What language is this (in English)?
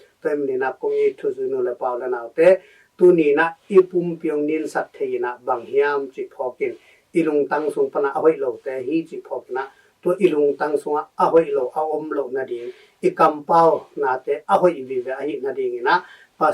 Tedim Chin